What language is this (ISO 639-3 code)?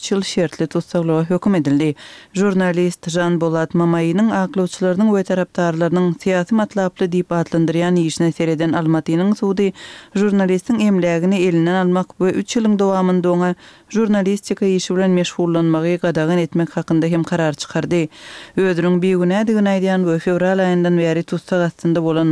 tuk